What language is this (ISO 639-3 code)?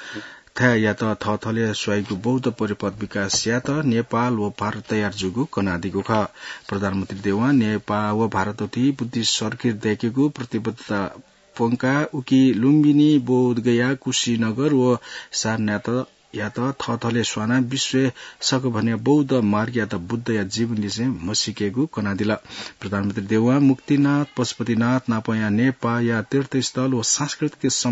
new